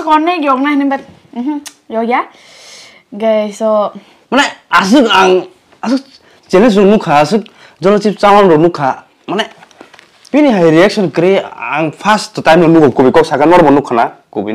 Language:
Kok Borok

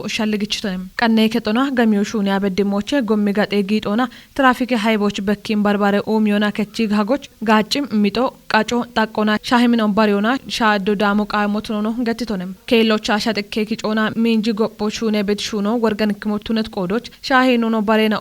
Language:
Kafa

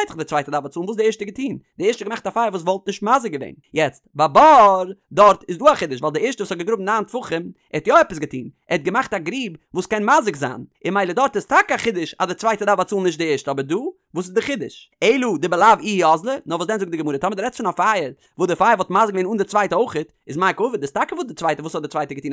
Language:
Yiddish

